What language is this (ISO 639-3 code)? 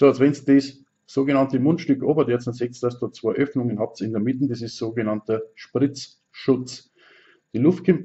bar